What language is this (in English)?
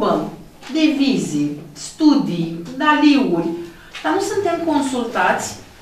Romanian